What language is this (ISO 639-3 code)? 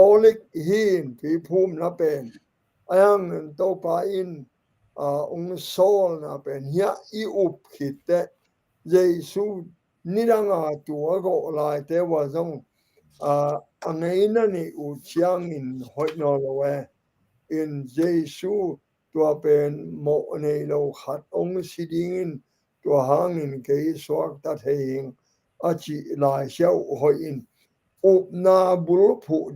ctd